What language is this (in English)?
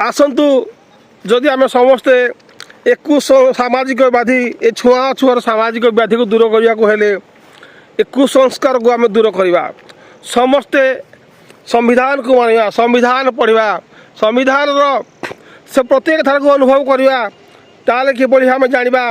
Odia